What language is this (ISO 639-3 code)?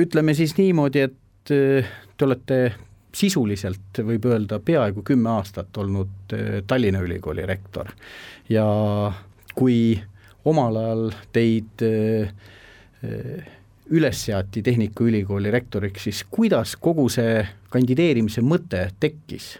est